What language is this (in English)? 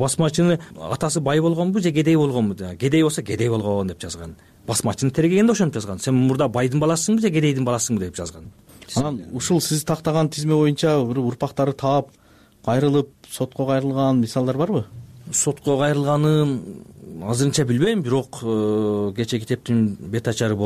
Kyrgyz